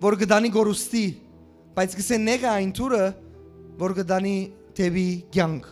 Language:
Western Armenian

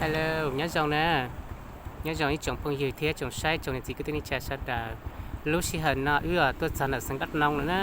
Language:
Hmong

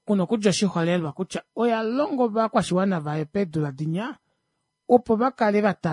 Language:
Kuanyama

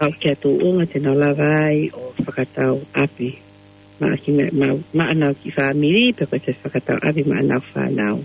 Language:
Tongan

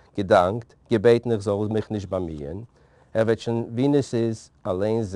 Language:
Yiddish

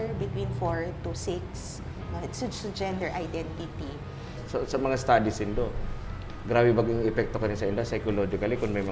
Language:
Bikol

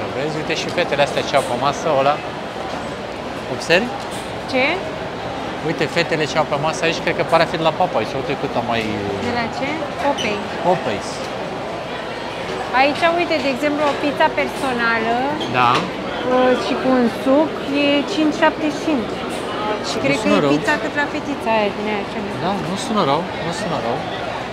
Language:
Romanian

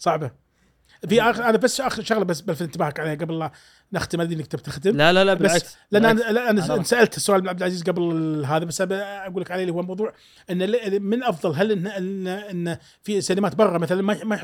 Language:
Gulf Arabic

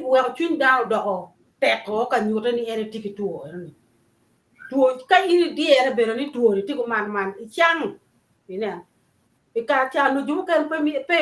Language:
Acoli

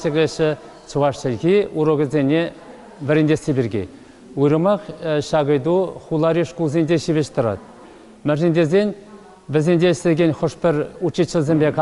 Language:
Chuvash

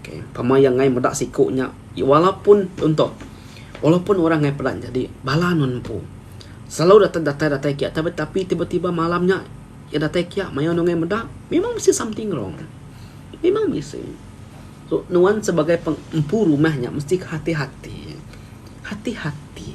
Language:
Iban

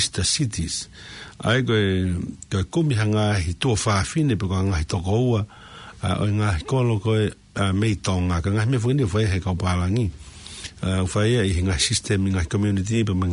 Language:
Tongan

